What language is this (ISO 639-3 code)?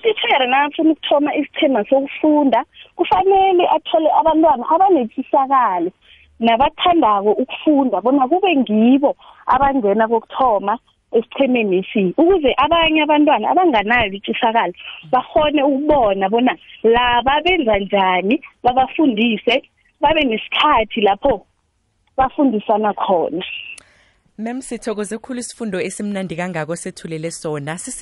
nbl